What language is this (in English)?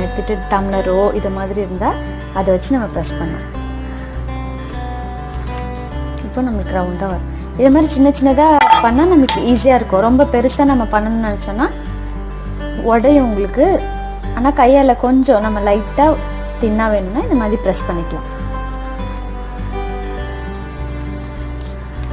Tamil